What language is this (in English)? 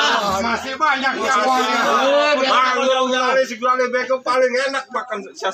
Betawi